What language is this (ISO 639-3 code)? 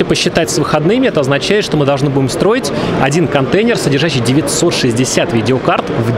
rus